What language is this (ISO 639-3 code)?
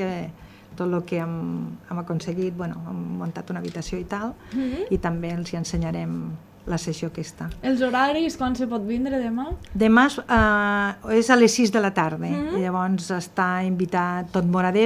cat